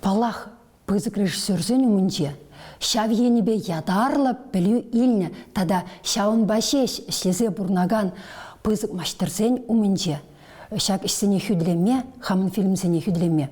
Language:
Chuvash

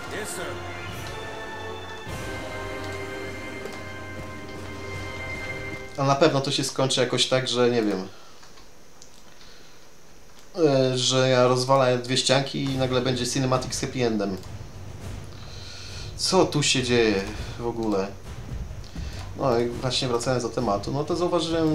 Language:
Polish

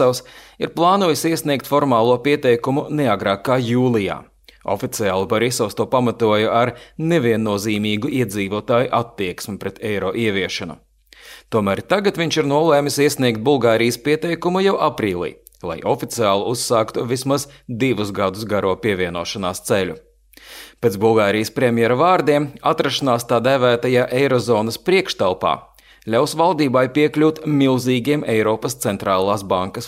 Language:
Latvian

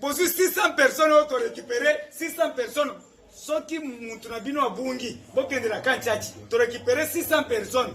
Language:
Lingala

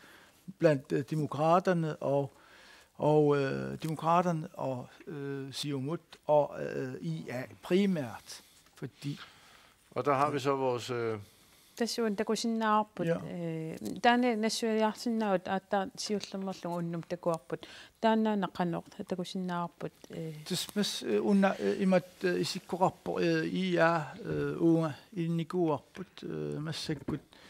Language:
Kalaallisut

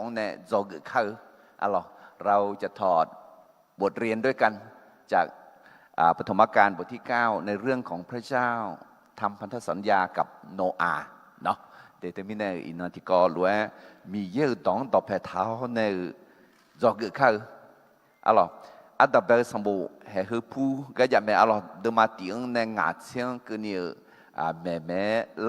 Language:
Akha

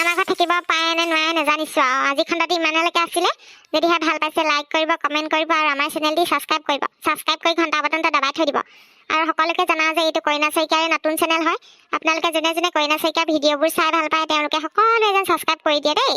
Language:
Assamese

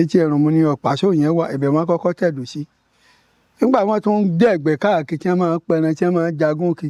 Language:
Yoruba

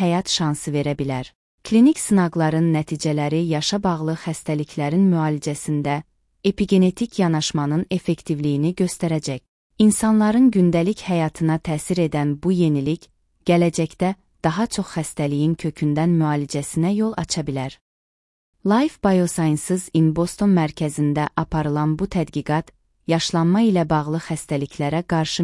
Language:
Azerbaijani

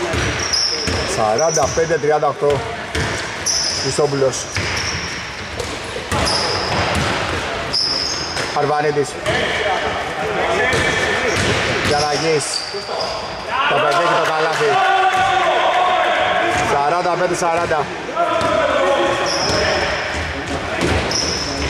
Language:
Greek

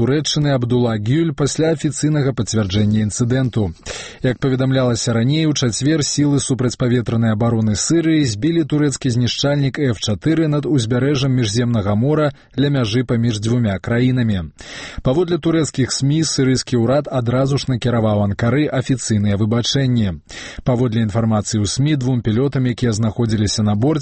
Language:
Belarusian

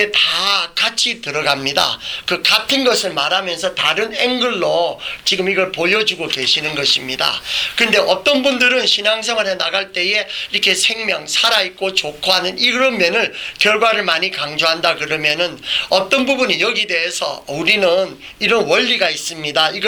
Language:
Korean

